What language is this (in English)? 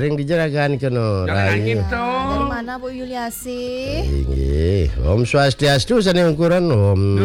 Balinese